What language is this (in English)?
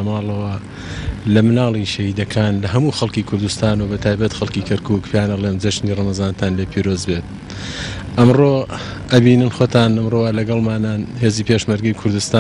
Central Kurdish